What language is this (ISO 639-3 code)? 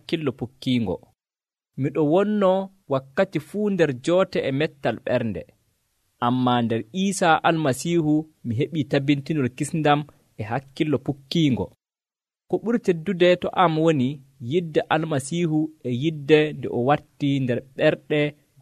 fuv